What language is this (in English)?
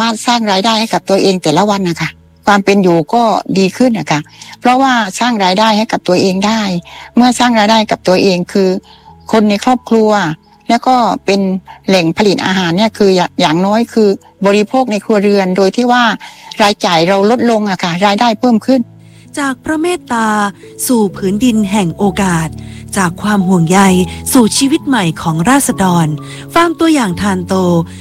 Thai